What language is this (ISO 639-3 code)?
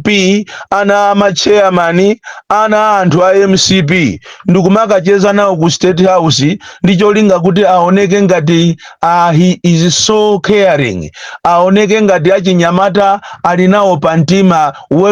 nya